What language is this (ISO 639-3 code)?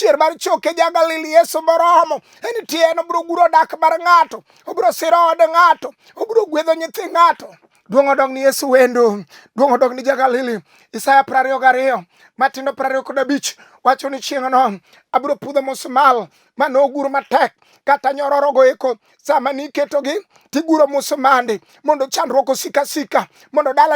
luo